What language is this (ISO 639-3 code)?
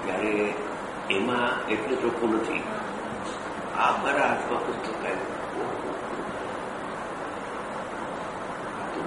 guj